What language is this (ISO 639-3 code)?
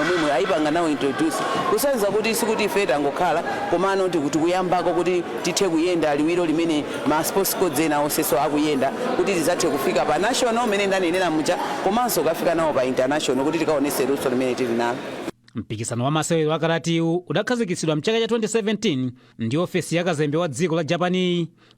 nya